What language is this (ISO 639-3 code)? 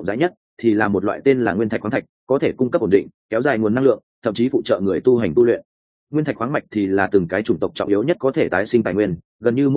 vie